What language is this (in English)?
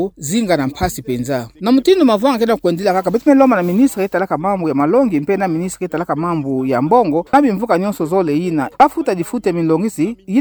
Kituba (Democratic Republic of Congo)